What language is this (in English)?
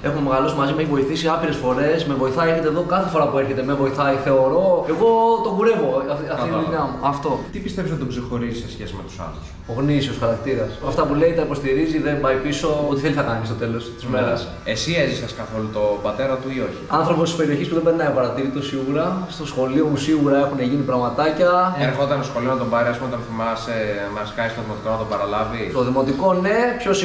Greek